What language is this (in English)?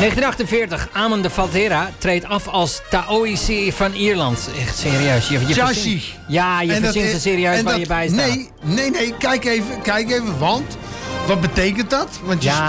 Dutch